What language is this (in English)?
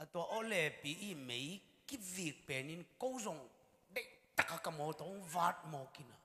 Tedim Chin